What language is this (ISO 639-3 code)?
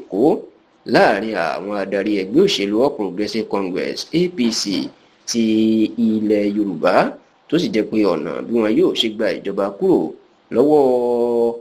yor